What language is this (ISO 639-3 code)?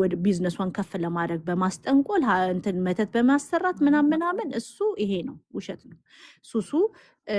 amh